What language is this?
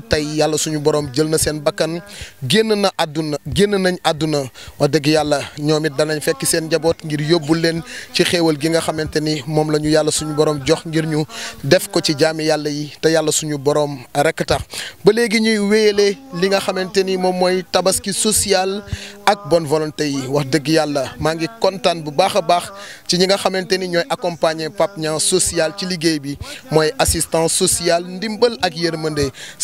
Wolof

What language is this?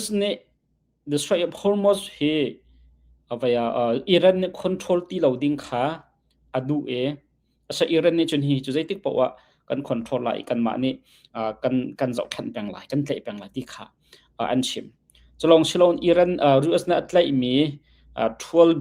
Hakha Chin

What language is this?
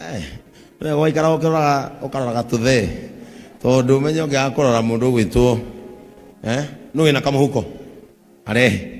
Kikuyu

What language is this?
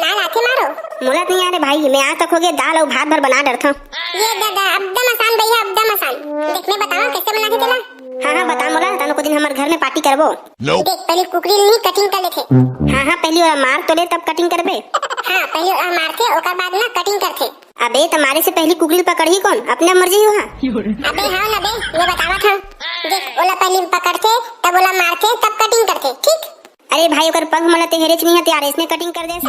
Chhattisgarhi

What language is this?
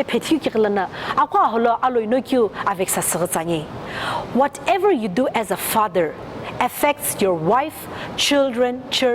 Sumi Naga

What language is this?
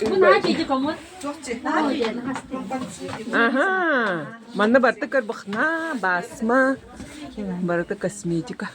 Yakut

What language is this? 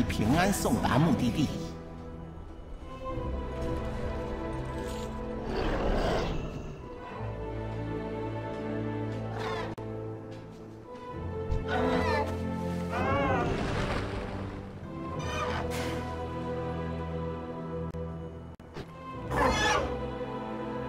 Chinese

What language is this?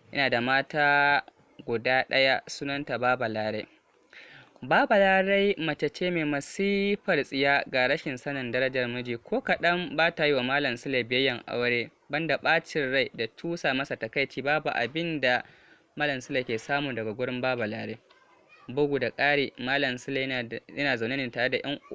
Hausa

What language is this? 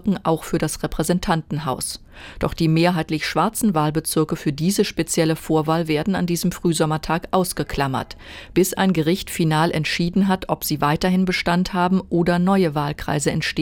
German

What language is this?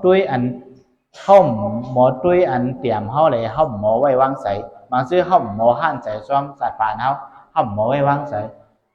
Shan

